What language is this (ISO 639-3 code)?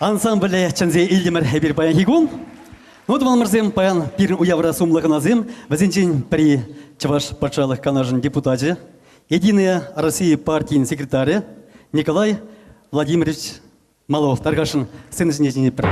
chv